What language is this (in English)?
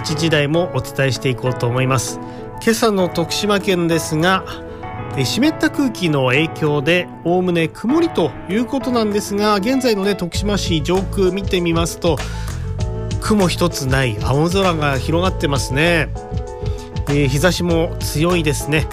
Japanese